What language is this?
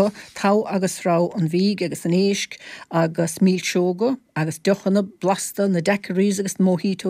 Irish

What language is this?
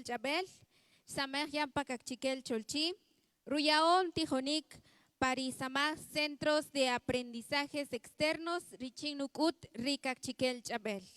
Kaqchikel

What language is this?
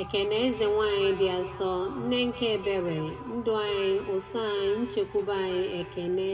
Igbo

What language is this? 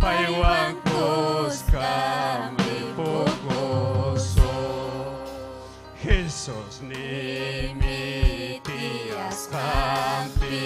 Ayacucho Quechua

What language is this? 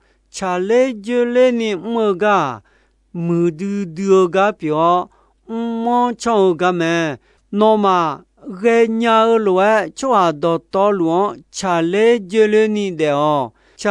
Akha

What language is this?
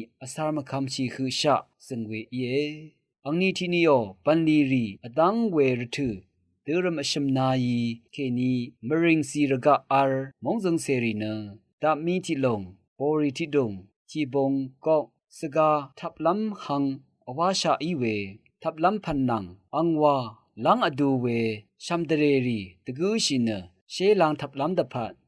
Rawang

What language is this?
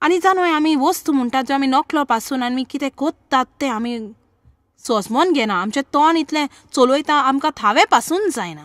Konkani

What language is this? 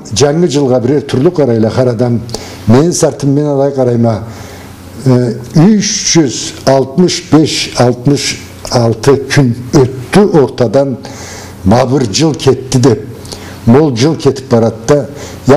Karachay-Balkar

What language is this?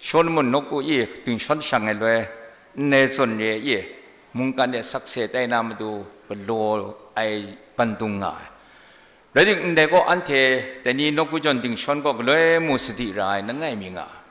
Kachin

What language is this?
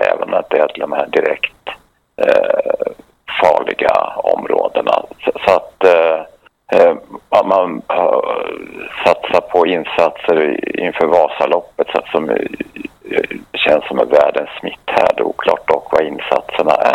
Swedish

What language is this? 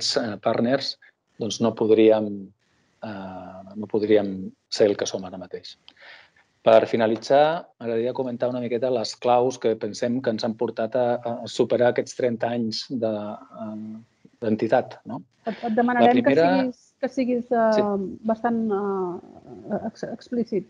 Catalan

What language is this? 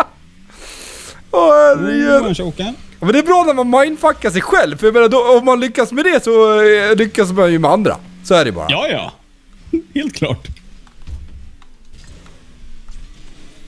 Swedish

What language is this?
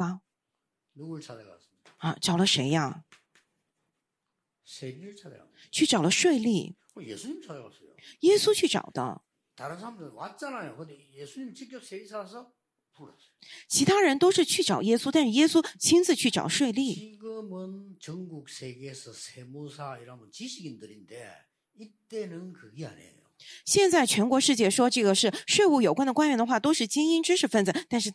Korean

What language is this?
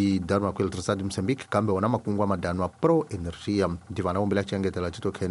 Tsonga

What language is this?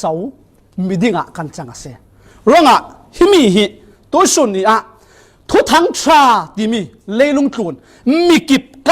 Falam Chin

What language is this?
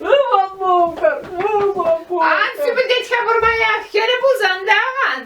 Chuvash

